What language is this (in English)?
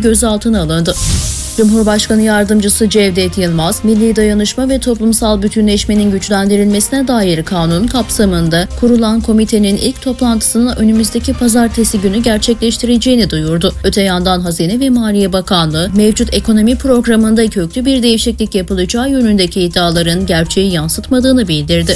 Turkish